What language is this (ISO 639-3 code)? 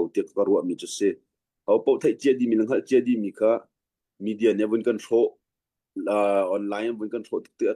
cnh